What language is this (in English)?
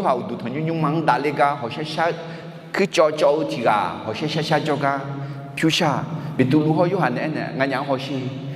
Akha